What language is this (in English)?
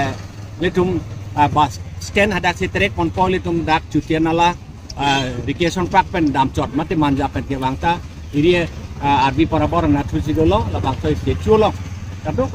Karbi